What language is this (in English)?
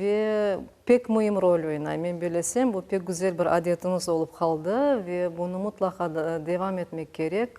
Crimean Tatar